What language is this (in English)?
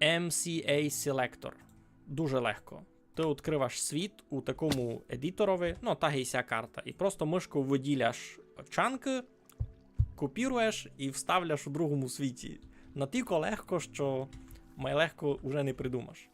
Rusyn